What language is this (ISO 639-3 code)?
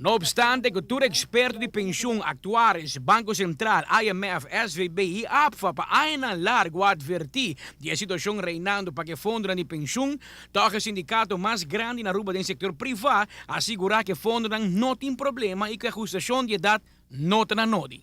pap